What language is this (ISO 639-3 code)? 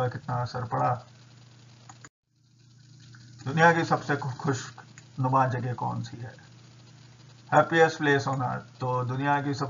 hin